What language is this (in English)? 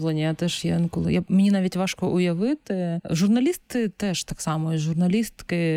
Ukrainian